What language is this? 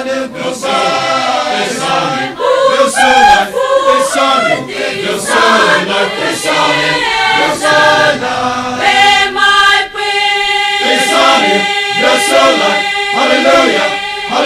Poumei Naga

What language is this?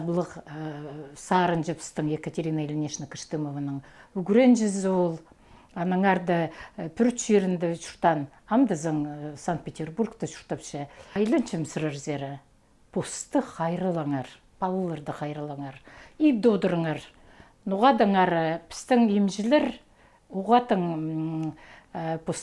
Khakas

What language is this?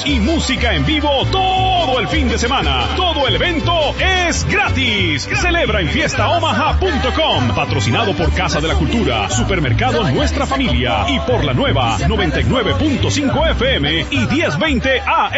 Spanish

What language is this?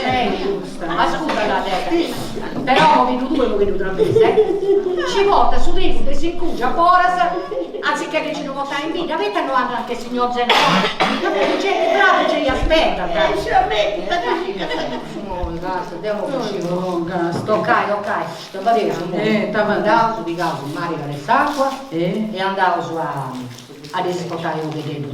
Sardinian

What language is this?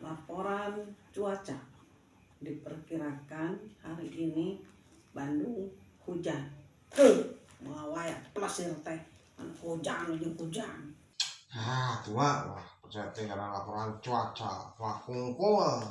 Sundanese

